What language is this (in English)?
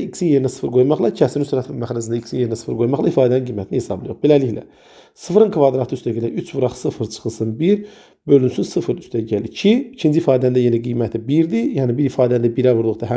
Azerbaijani